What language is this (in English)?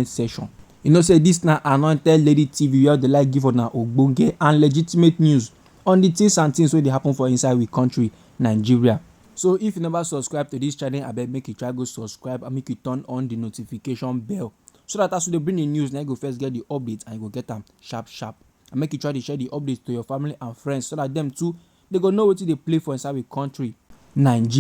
Nigerian Pidgin